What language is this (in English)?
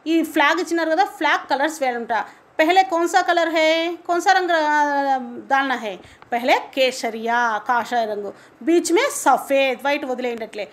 Telugu